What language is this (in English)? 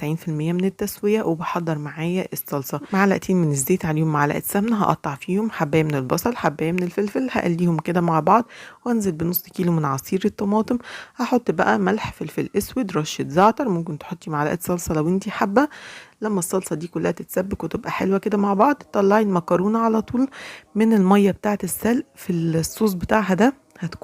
Egyptian Arabic